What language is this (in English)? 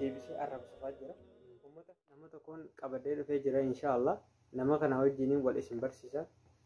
Oromo